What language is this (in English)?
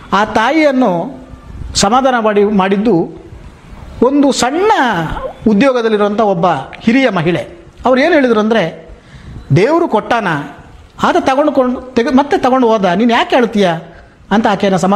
Kannada